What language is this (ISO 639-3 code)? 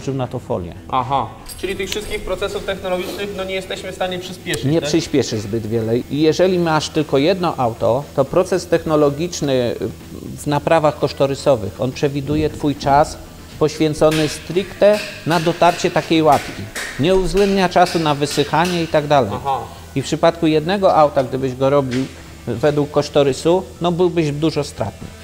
pol